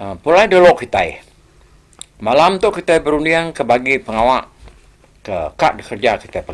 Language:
Iban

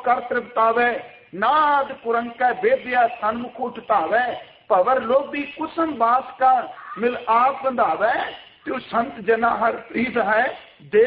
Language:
Punjabi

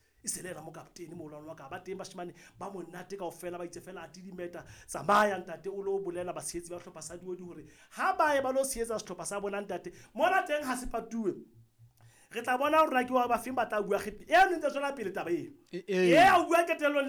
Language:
Southern Sotho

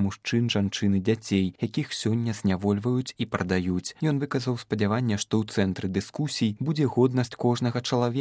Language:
Belarusian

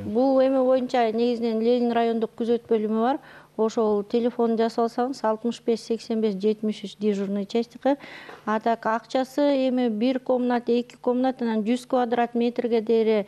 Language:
Kyrgyz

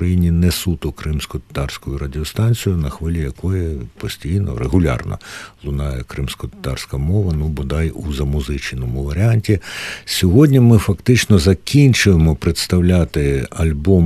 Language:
Ukrainian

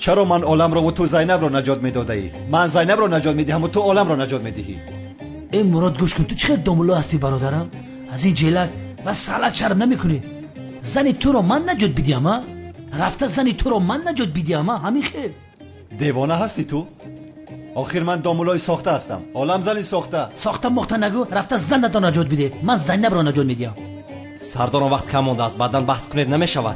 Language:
Tajik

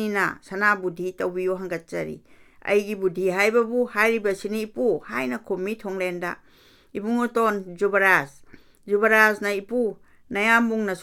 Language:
Manipuri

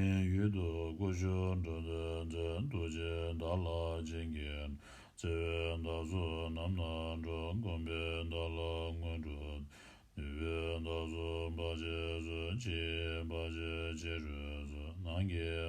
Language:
Tibetan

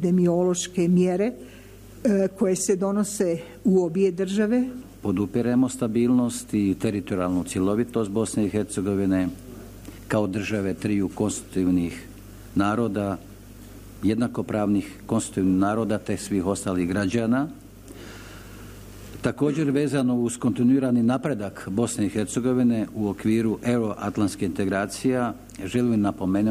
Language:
Bosnian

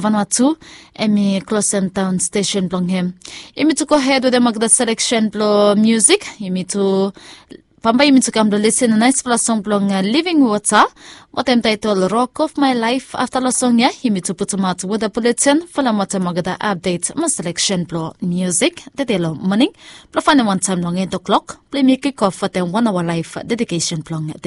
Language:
Bislama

